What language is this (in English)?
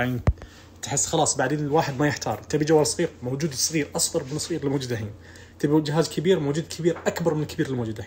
Najdi Arabic